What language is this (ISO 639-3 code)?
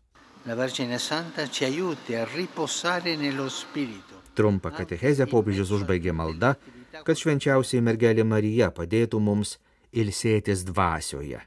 lit